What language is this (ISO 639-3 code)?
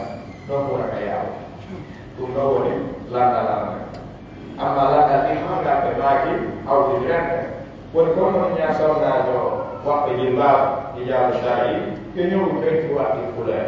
fuf